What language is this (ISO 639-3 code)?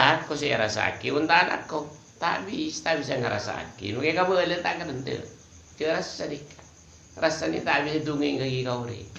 mad